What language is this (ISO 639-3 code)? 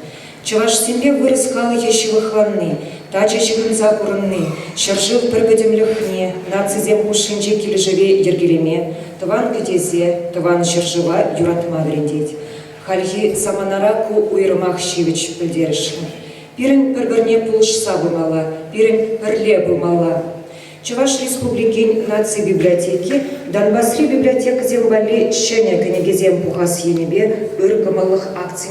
chv